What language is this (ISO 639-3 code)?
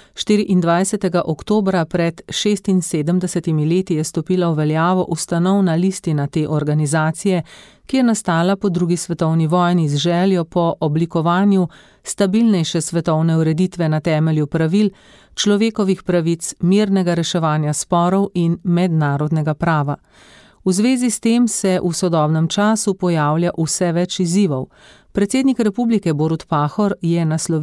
slv